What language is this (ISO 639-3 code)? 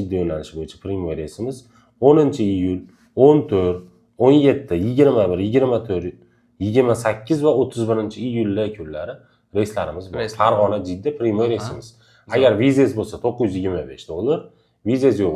uzb